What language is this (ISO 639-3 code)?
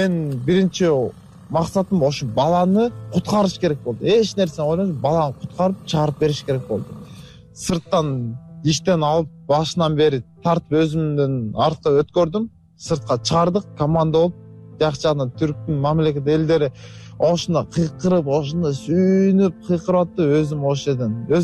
kir